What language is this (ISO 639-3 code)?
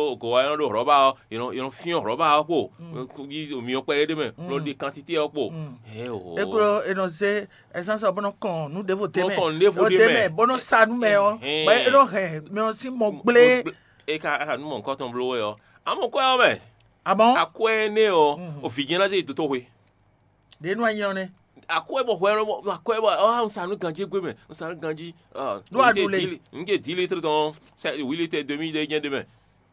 fon